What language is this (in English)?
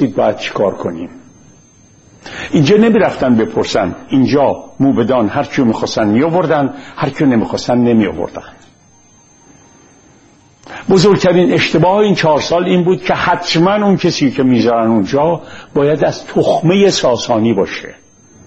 Persian